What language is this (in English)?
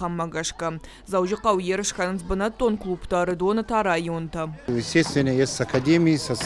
Ossetic